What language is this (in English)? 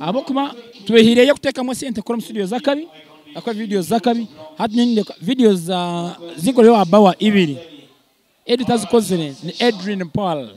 Nyankole